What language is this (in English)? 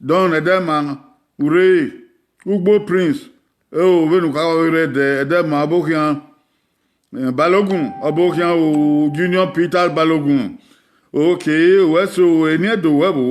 Bini